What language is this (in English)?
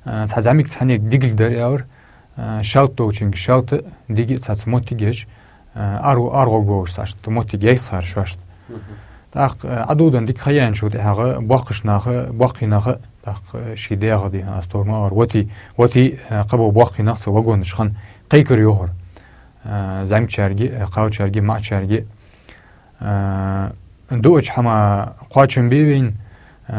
Ingush